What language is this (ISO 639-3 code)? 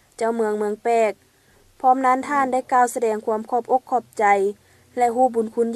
lao